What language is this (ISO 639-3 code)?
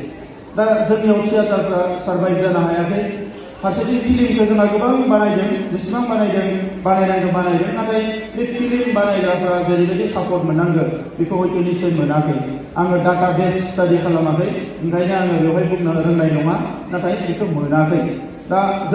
brx